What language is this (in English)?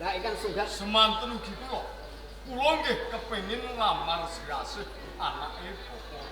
Javanese